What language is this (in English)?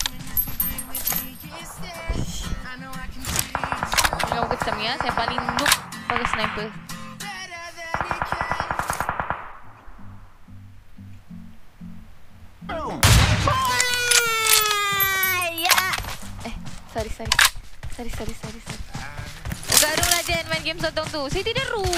Malay